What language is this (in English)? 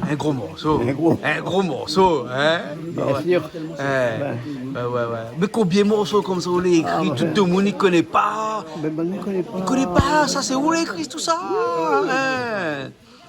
Réunion Creole French